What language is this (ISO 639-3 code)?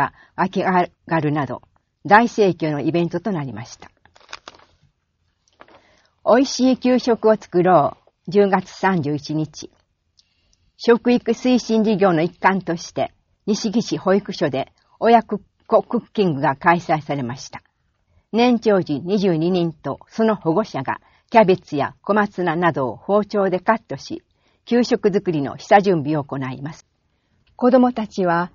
jpn